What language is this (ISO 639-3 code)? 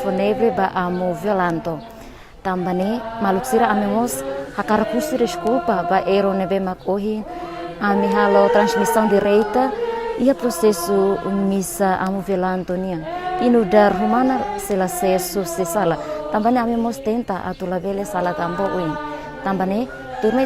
tet